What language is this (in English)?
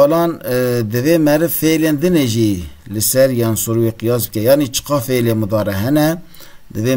Kurdish